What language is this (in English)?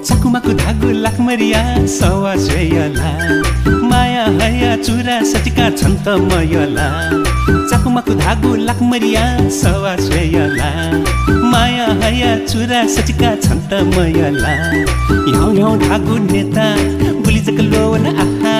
Newari